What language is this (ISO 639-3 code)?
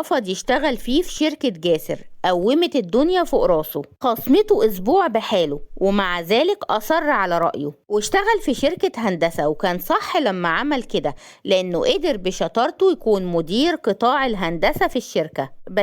arz